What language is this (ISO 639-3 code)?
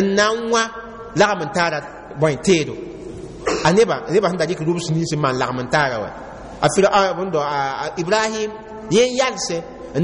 mos